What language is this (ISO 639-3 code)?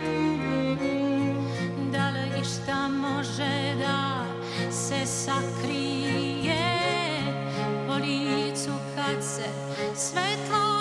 srp